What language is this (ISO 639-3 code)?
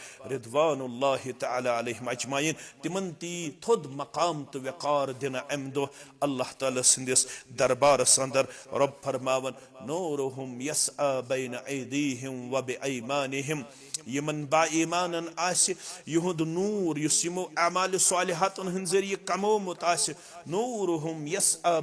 kas